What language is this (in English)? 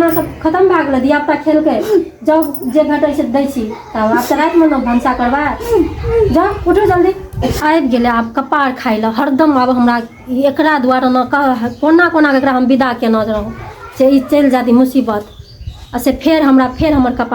Maithili